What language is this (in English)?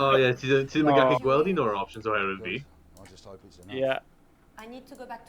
Welsh